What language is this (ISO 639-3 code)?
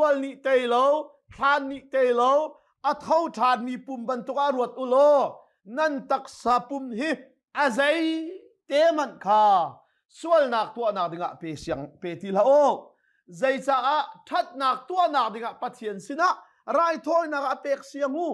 cnh